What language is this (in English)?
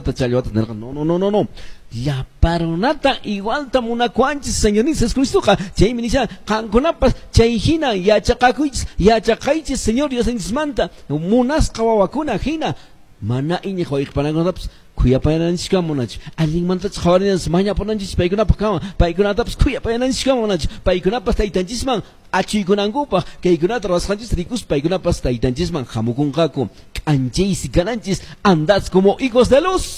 Quechua